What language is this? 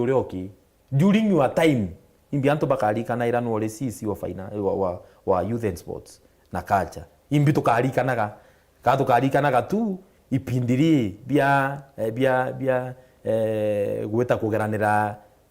Meru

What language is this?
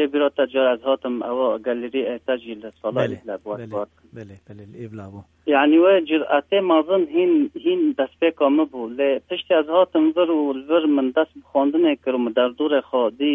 Kurdish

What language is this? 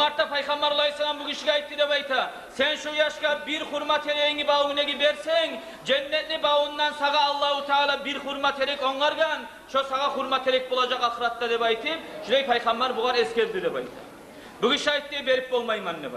Kumyk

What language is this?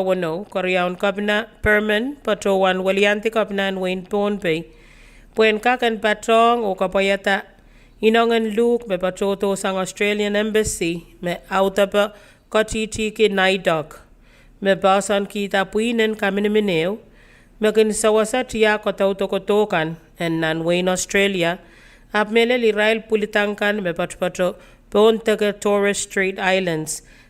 Pohnpeian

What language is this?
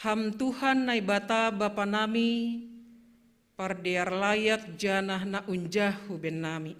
Batak Simalungun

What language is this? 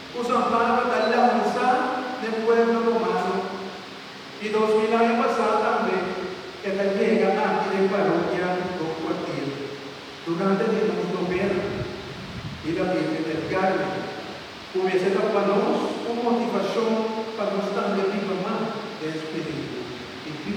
Papiamento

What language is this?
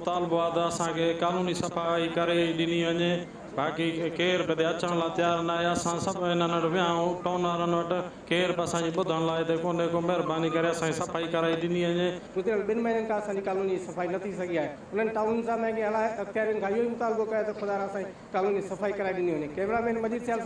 Sindhi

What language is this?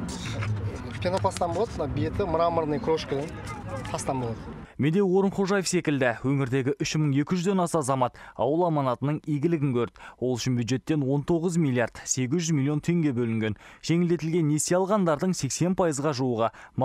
Kazakh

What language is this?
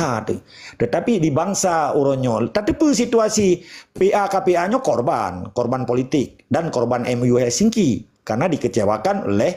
Achinese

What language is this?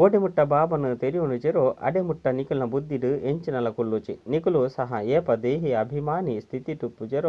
Tulu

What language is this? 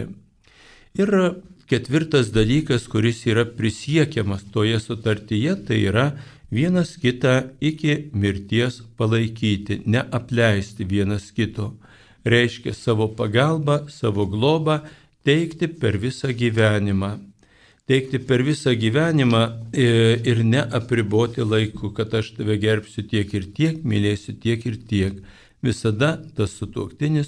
Lithuanian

